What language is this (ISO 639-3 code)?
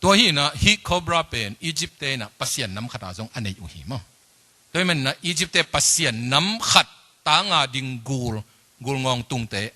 ctd